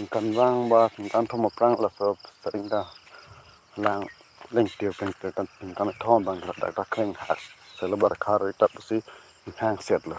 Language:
Karbi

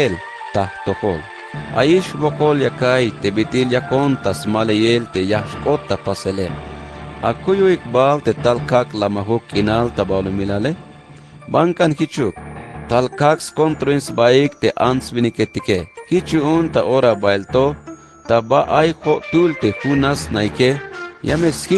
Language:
Tzeltal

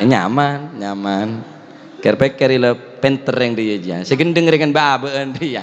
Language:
Madurese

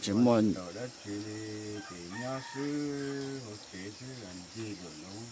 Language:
Hmong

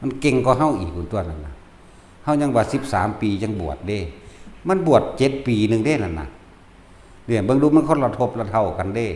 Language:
Northeastern Thai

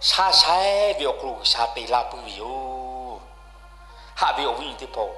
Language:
Lahu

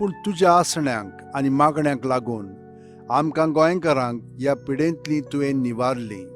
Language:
Konkani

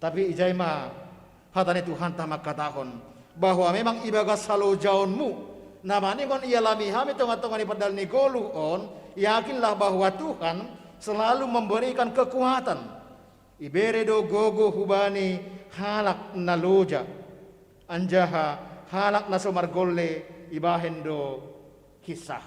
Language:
Batak Simalungun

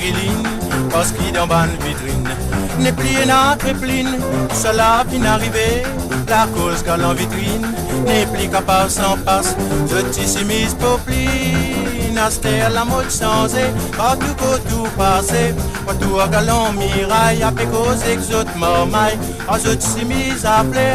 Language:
Morisyen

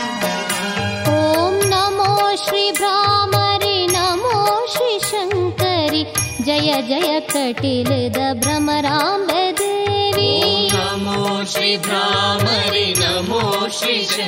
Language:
Kannada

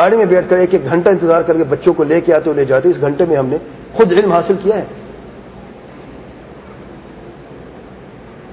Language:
Urdu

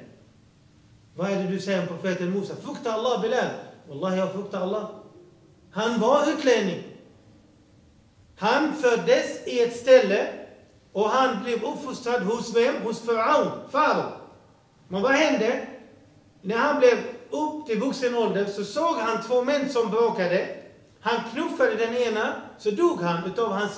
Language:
Swedish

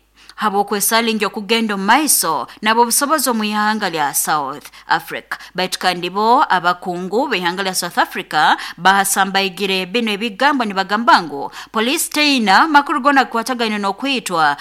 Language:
Nyoro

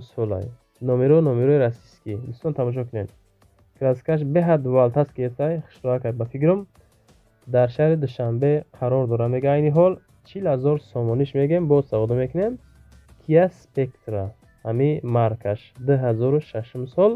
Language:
Tajik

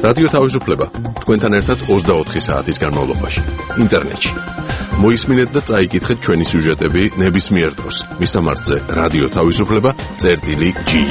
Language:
Georgian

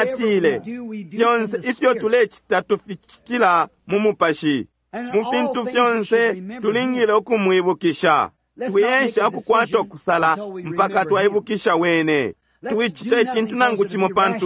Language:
Bemba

